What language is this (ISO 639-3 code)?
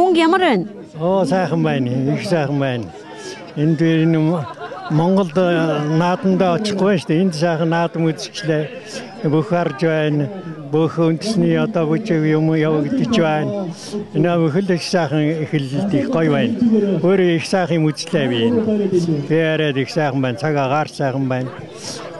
mon